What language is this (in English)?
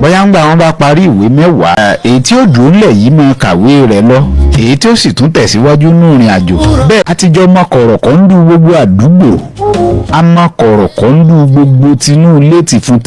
Yoruba